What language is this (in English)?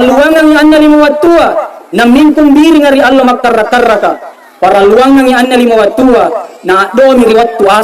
Makasar